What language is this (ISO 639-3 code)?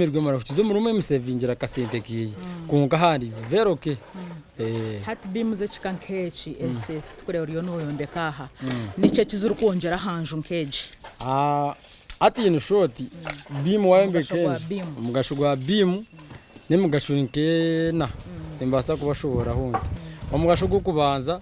nyn